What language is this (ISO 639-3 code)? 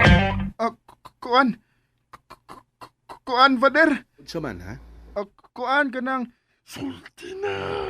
ceb